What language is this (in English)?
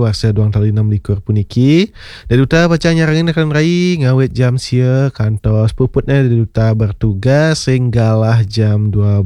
Balinese